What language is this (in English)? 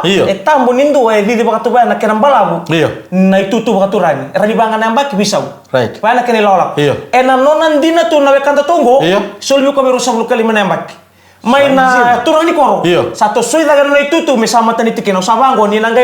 Fijian